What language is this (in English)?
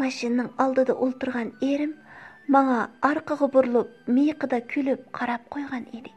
Uyghur